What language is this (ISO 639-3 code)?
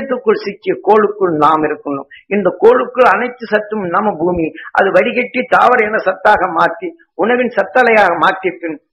tam